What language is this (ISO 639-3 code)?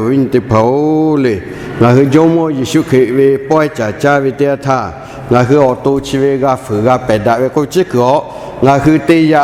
lhu